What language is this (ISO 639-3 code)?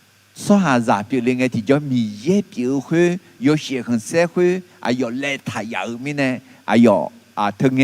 ahk